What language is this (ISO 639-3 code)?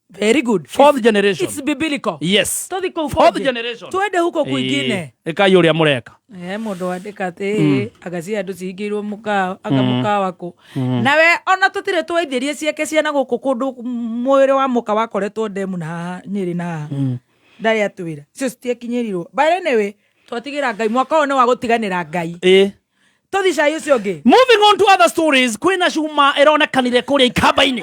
kik